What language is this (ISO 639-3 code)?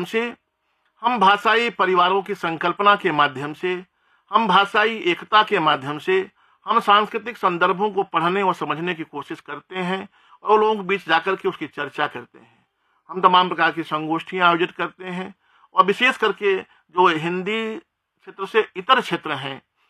hin